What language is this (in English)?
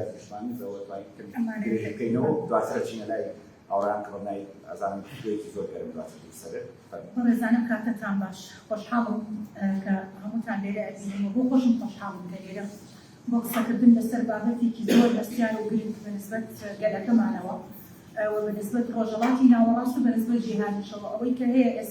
Central Kurdish